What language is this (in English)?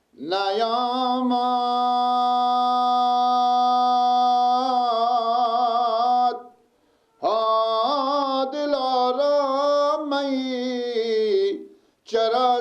Persian